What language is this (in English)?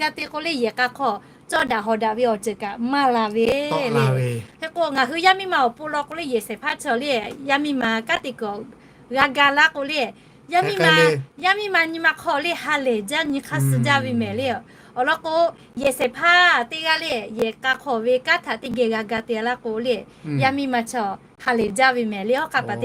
Lahu